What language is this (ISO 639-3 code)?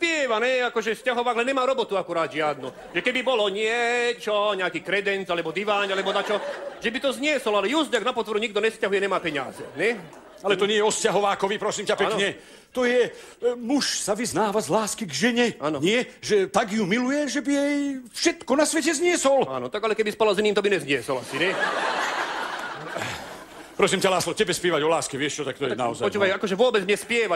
slk